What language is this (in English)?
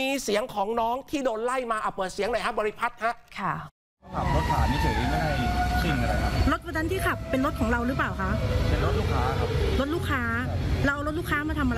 Thai